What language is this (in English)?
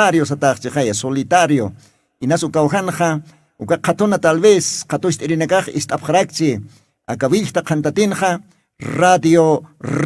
Aymara